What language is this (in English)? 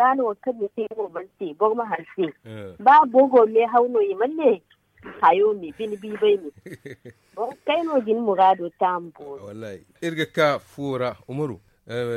Zarma